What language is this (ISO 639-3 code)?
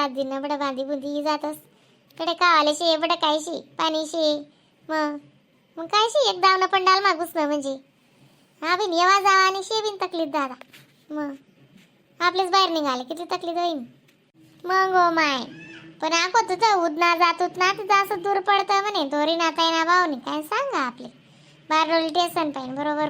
khn